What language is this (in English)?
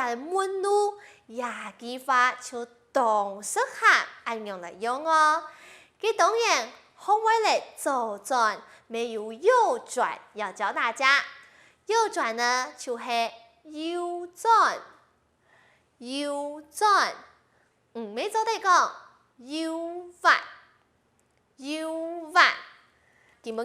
Hakka Chinese